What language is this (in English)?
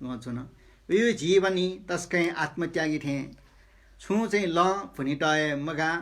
Newari